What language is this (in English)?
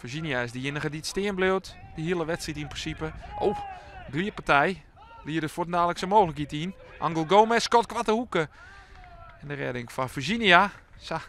Western Frisian